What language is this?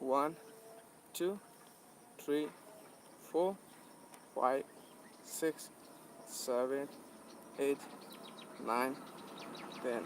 Manipuri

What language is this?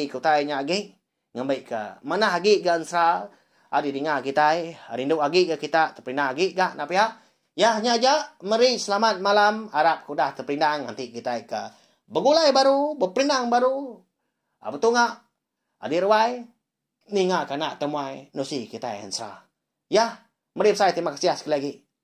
Iban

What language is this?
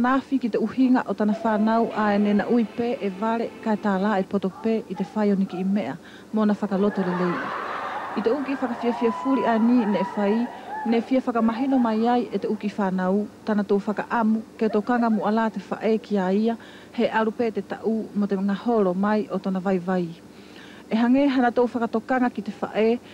Wallisian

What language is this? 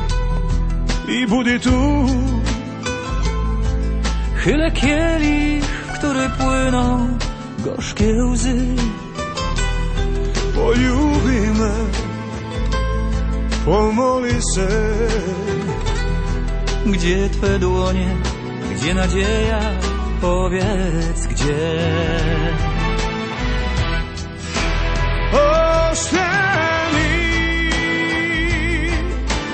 Polish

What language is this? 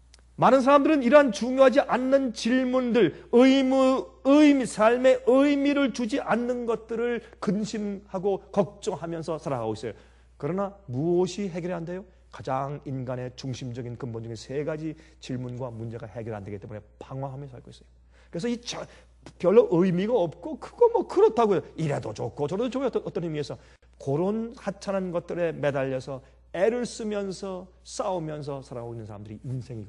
Korean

